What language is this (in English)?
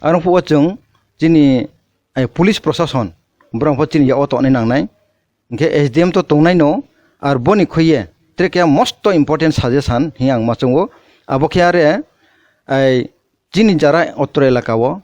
Kok Borok